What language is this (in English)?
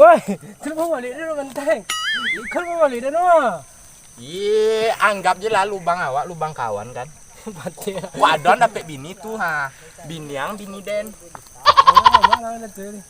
Minangkabau